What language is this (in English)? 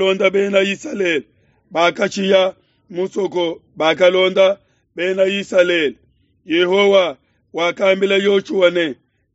Luba-Lulua